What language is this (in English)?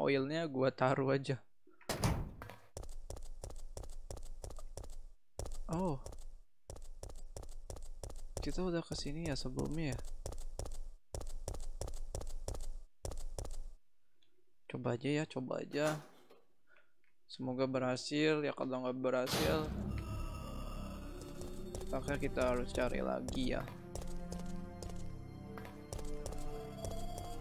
Indonesian